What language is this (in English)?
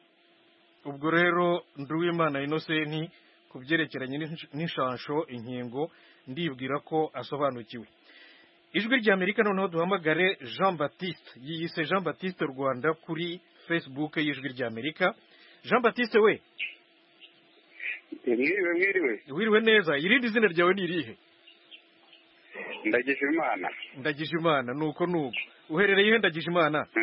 Kinyarwanda